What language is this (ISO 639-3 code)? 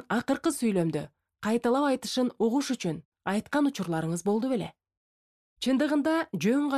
kir